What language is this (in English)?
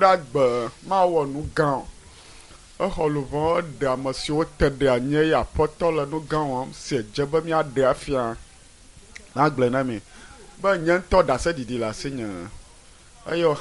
Ewe